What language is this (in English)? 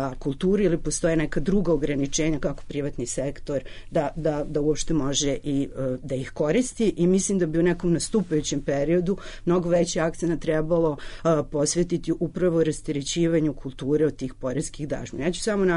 Serbian